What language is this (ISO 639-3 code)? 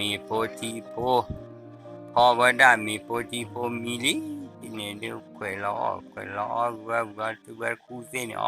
ksw